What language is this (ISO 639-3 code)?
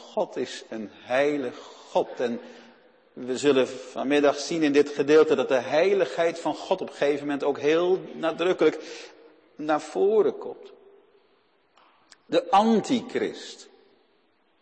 nld